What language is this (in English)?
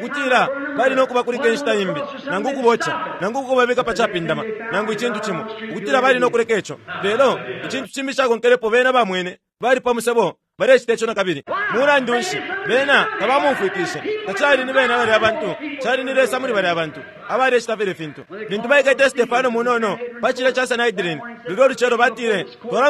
Bemba